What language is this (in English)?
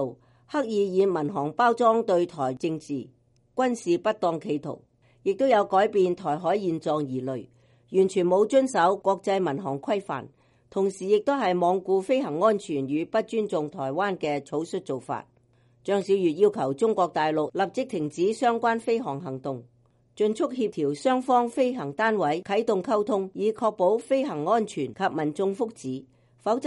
Cantonese